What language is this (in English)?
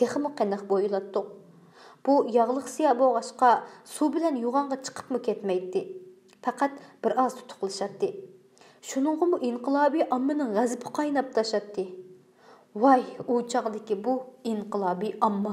Uyghur